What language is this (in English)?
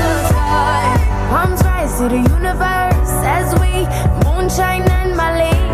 Poumei Naga